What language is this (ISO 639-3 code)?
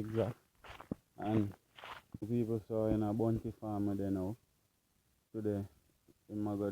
jam